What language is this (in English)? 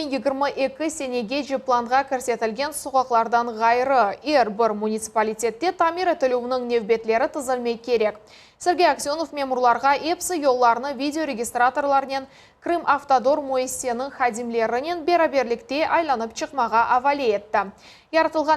Crimean Tatar